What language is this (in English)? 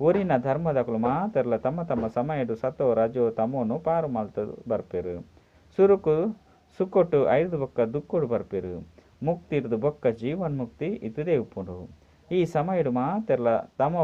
Tulu